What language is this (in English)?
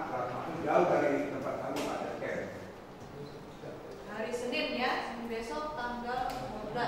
Indonesian